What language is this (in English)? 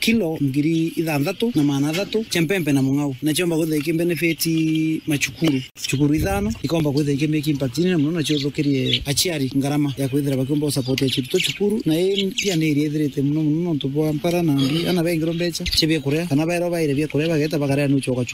Meru